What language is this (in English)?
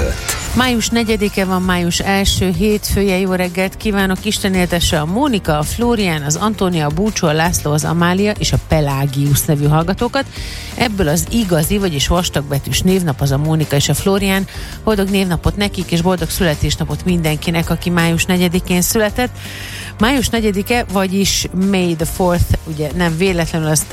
Hungarian